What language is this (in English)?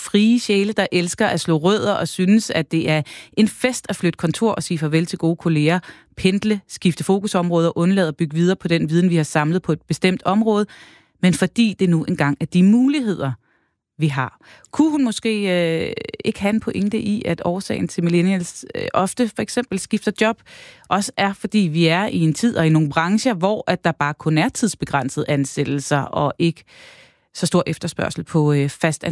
Danish